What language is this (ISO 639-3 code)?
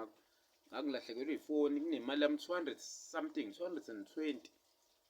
zul